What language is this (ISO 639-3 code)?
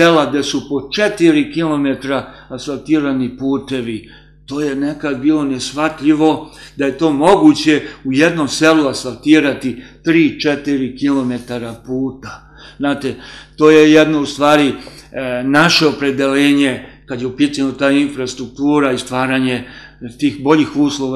srp